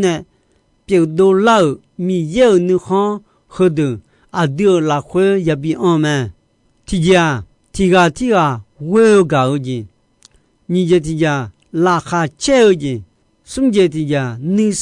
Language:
Akha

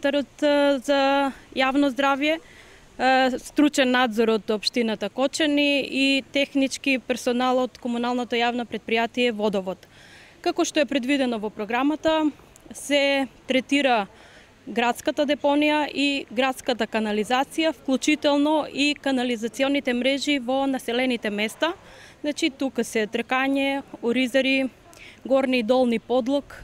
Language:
Macedonian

